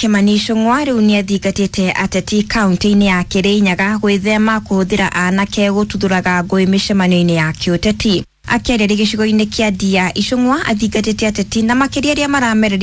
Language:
Kikuyu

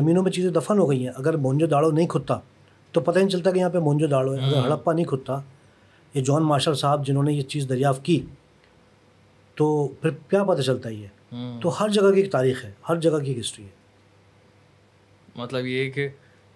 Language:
Urdu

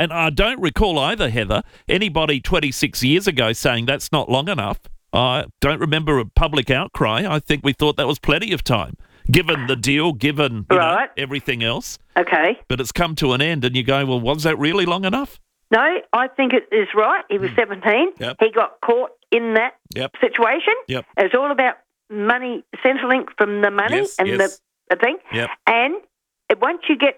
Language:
English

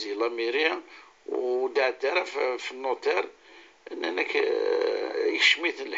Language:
Kabyle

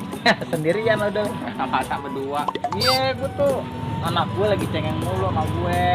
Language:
Betawi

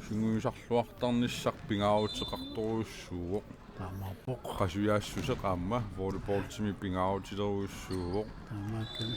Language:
Kalaallisut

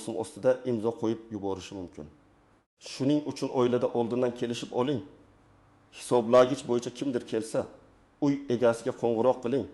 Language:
Uzbek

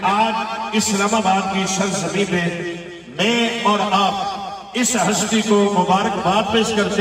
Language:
Urdu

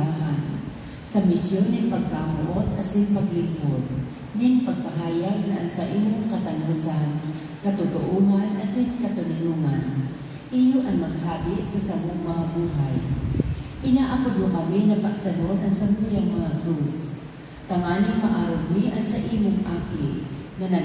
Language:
Bikol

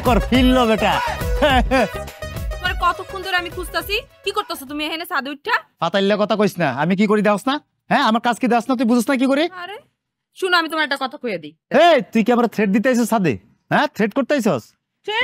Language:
Bangla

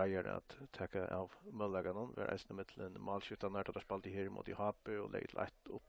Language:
Faroese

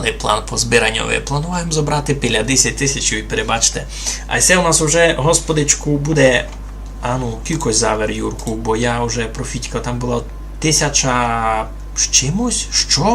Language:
Rusyn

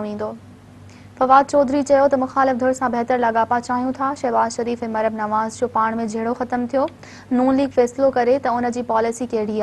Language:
Sindhi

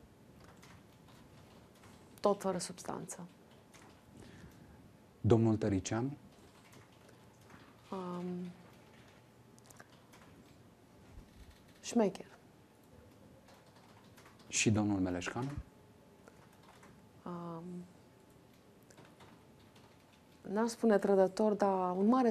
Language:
Romanian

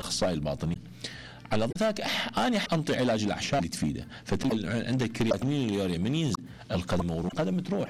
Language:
Mesopotamian Arabic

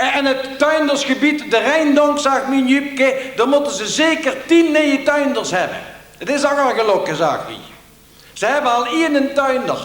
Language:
Limburgish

